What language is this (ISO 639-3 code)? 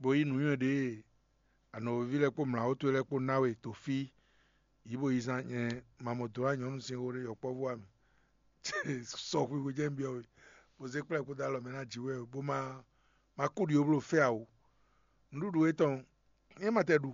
fon